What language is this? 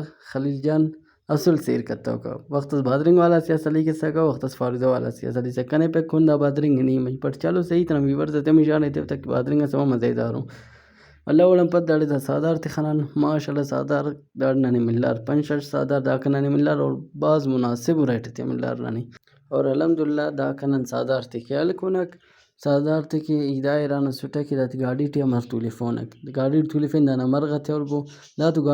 Brahui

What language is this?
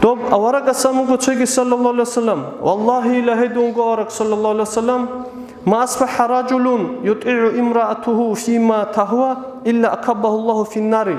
Avaric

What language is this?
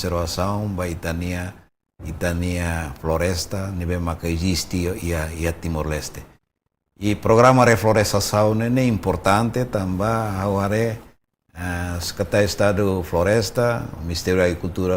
Tetum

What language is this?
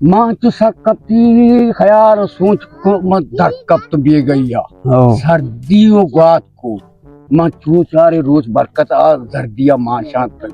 Baluchi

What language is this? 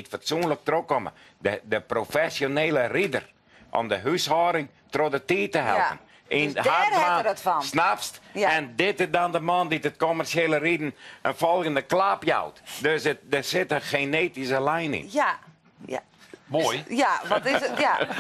Western Frisian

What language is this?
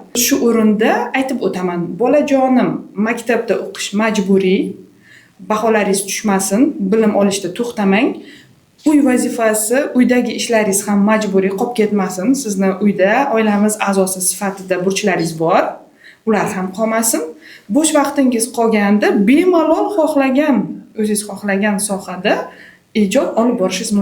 Uzbek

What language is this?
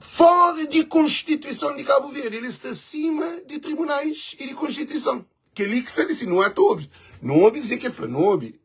Kabuverdianu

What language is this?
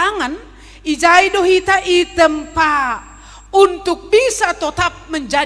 Batak Simalungun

